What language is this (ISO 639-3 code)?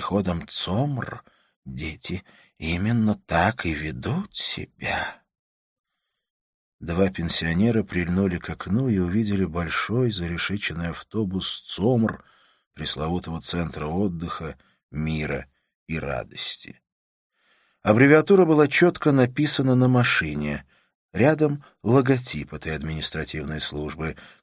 rus